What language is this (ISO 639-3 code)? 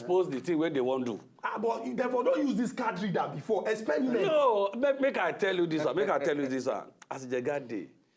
pcm